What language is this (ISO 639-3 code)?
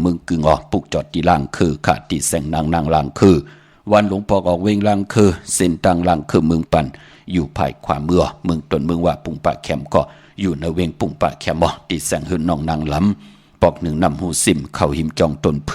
shn